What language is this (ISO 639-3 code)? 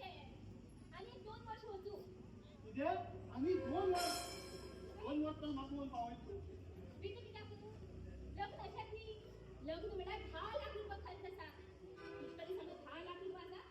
kok